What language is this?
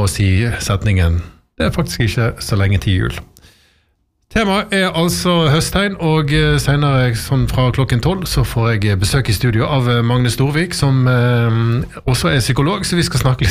Norwegian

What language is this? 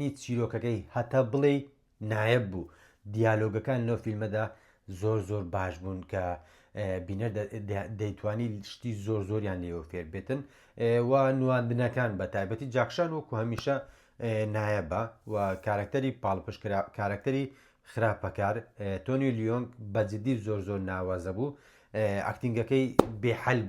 Central Kurdish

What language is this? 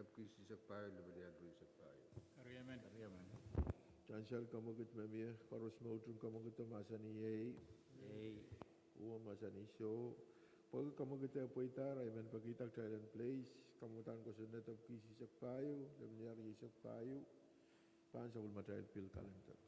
Pohnpeian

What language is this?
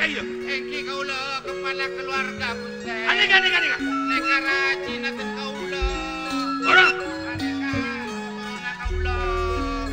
Madurese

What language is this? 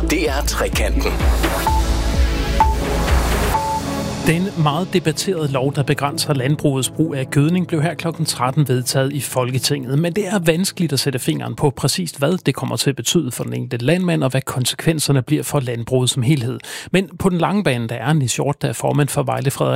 Danish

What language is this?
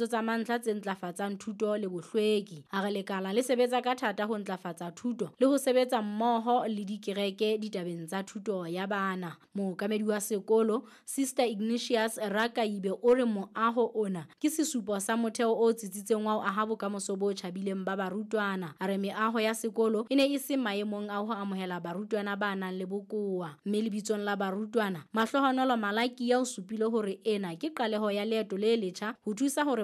Southern Sotho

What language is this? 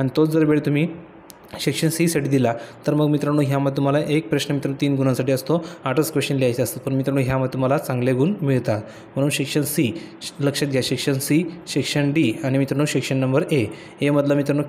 Marathi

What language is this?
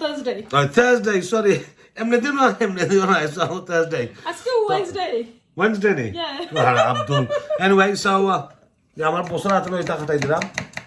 Sylheti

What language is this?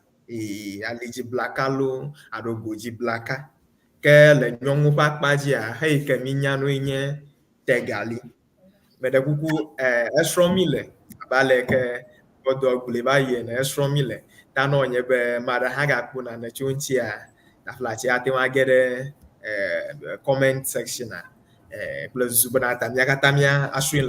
Ewe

